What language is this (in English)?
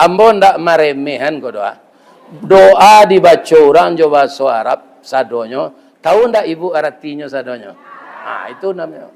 Minangkabau